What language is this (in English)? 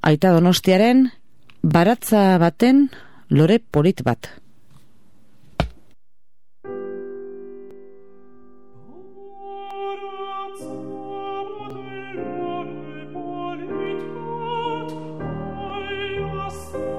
Basque